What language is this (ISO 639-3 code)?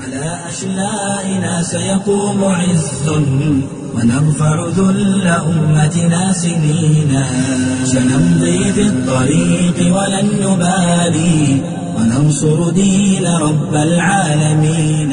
som